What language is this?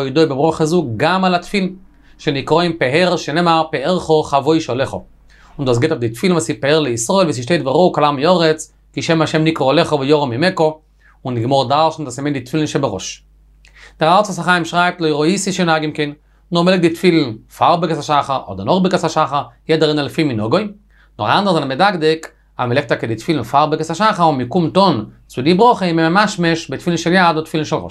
Yiddish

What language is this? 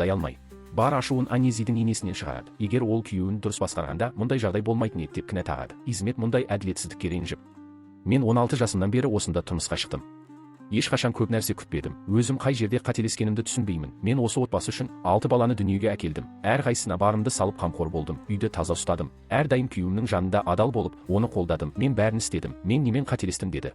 Kazakh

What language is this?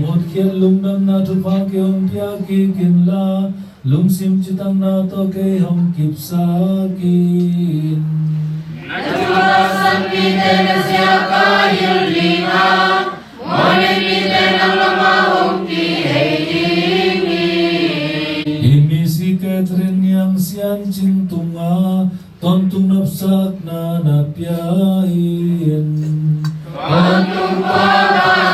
Tedim Chin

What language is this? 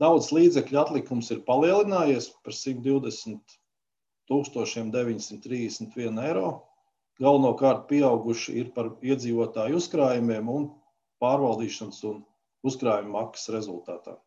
Latvian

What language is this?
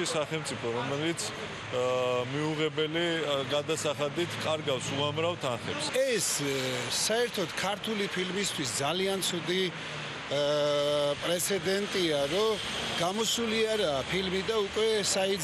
Georgian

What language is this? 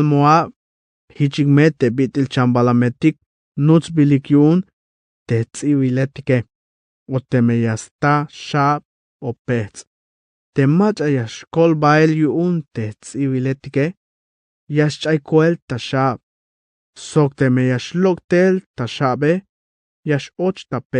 Tzeltal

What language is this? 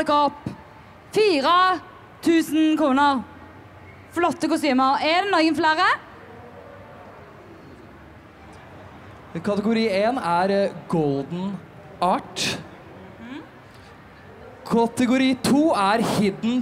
Norwegian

